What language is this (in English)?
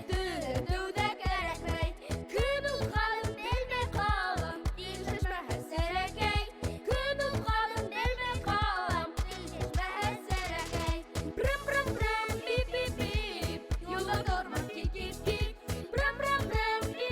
Bashkir